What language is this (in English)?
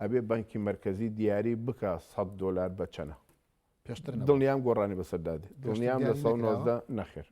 Central Kurdish